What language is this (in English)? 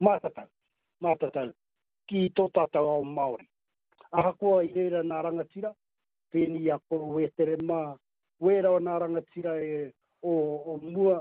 Māori